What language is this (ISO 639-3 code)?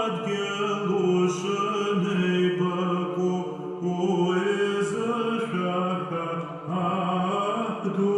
abk